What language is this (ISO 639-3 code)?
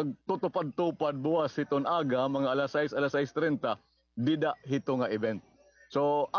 war